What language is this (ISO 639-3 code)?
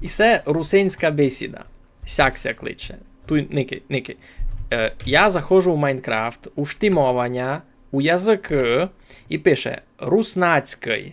rue